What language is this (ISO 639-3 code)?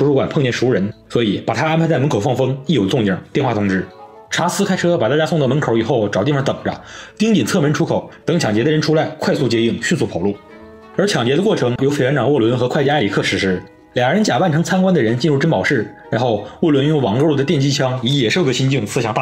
zho